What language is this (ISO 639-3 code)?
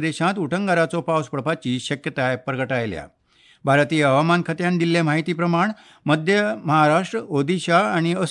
kok